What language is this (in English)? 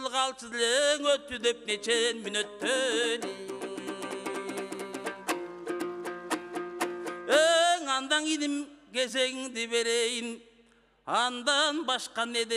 Kyrgyz